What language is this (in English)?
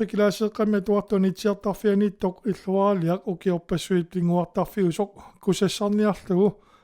Kalaallisut